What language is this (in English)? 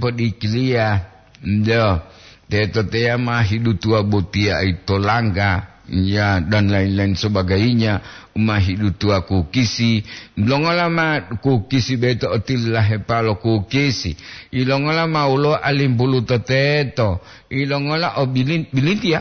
Gorontalo